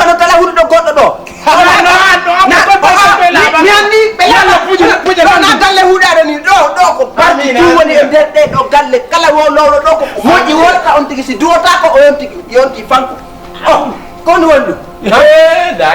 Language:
Fula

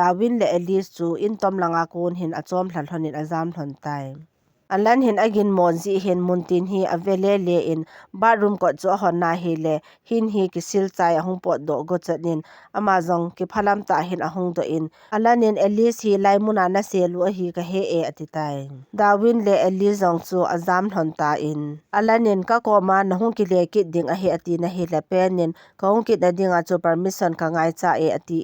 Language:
Thado Chin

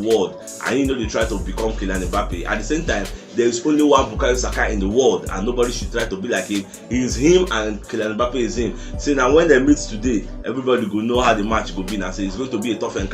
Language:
Nigerian Pidgin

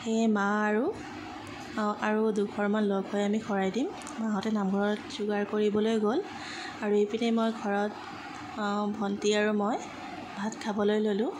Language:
Assamese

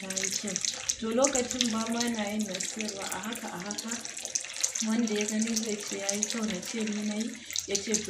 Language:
Hausa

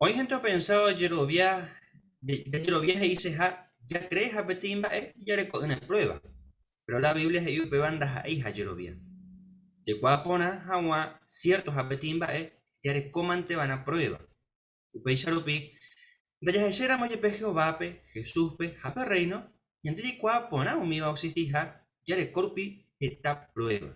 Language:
Guarani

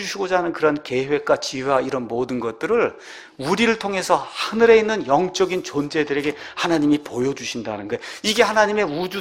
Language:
Korean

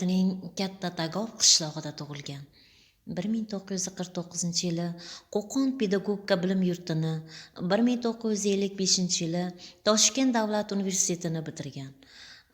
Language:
Uzbek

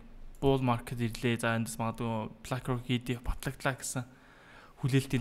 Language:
Mongolian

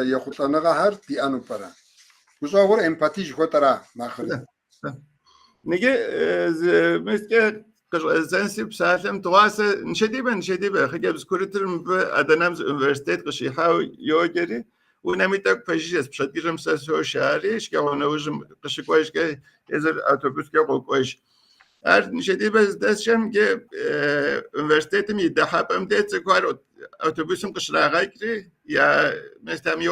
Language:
Kabardian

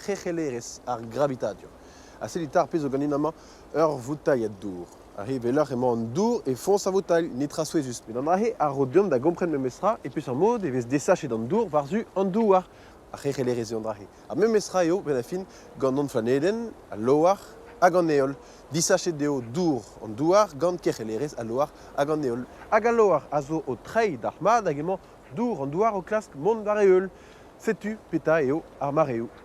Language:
Breton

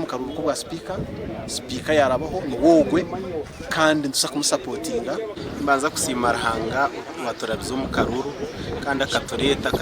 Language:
Nyankole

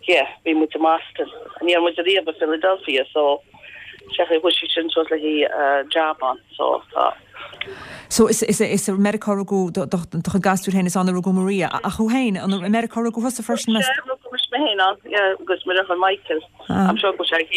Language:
Irish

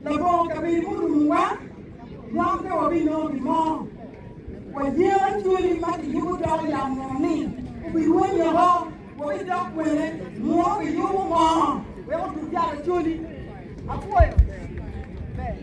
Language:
Acoli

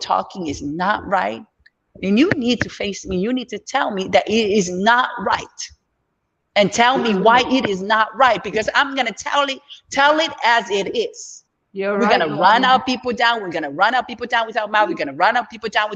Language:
Samoan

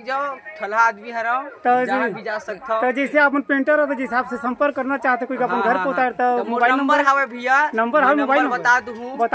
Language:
Chhattisgarhi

